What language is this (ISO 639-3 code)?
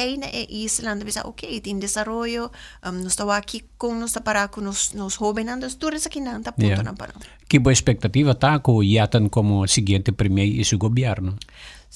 pap